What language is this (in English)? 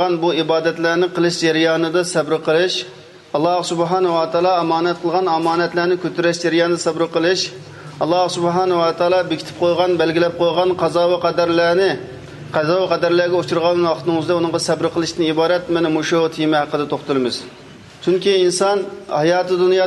Uyghur